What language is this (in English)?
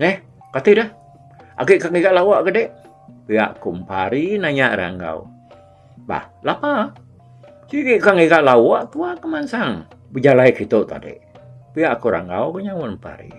Iban